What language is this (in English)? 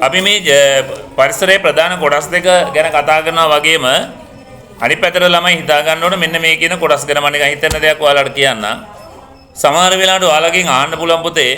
Sinhala